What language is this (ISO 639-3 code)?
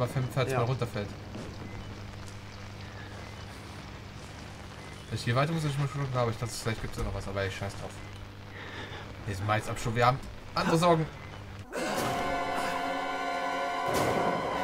deu